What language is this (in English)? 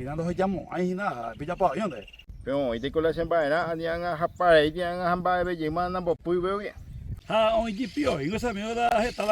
Guarani